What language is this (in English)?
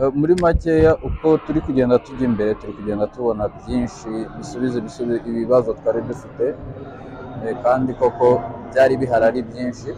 Kinyarwanda